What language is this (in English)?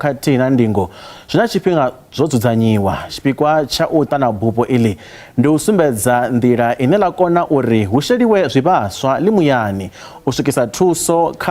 Venda